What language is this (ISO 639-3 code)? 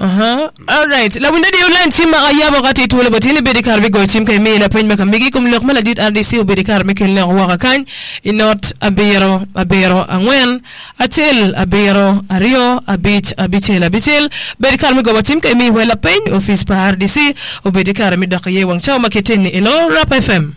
ach